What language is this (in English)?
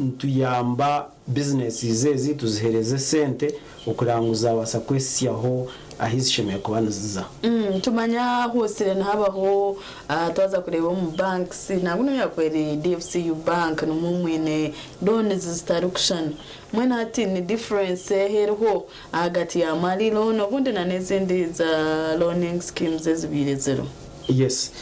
Nyankole